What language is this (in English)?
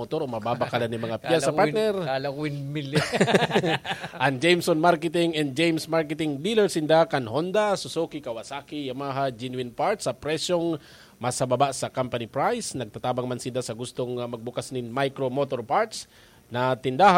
Bikol